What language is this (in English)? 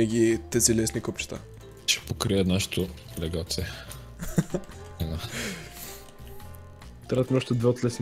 Bulgarian